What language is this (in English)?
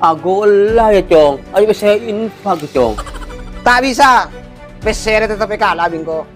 Madurese